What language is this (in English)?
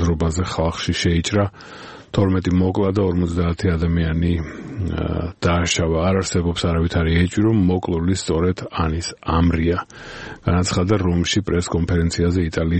Georgian